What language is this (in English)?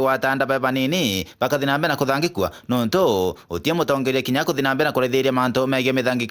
Meru